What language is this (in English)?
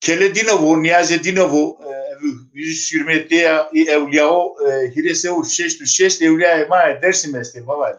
Zaza